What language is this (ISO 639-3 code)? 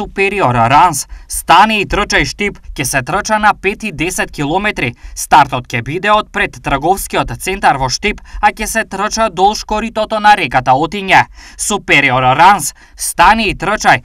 mkd